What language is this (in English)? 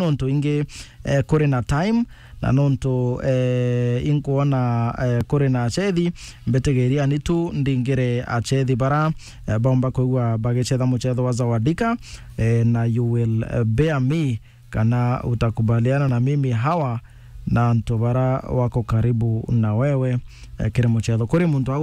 Meru